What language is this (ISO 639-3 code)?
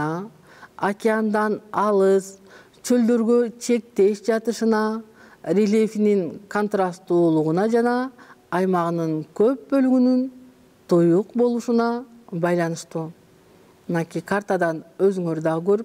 kir